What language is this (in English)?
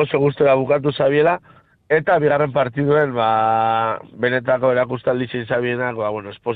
Basque